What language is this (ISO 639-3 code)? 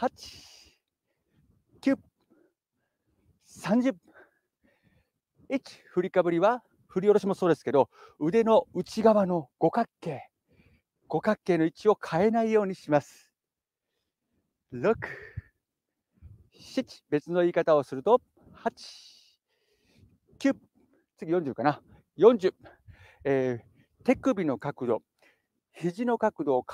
jpn